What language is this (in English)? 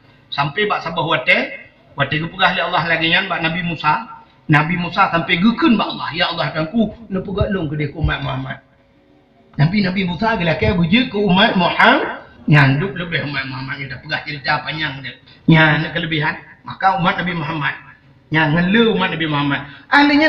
Achinese